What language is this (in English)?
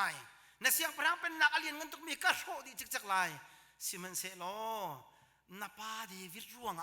Hakha Chin